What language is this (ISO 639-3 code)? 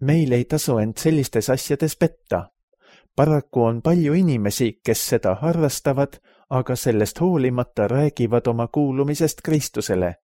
est